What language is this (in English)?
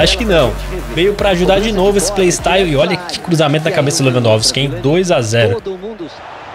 Portuguese